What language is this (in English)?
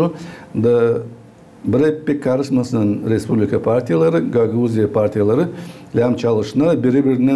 Gagauz